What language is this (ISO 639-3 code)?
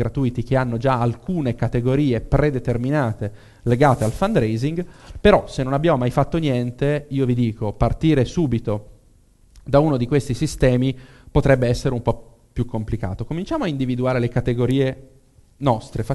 ita